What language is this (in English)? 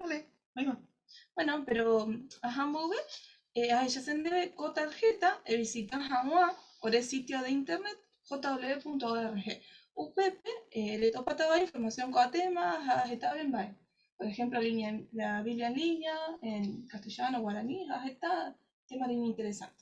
Guarani